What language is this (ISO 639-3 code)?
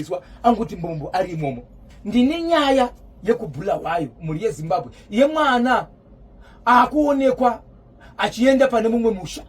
sna